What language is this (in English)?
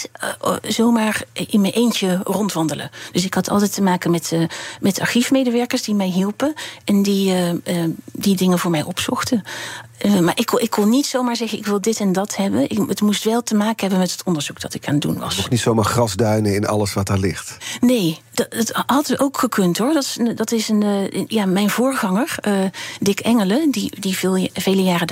Dutch